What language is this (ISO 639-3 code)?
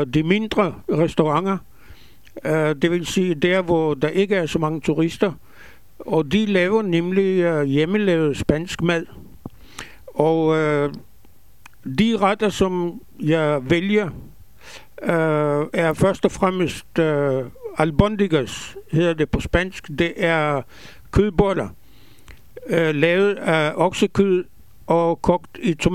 dan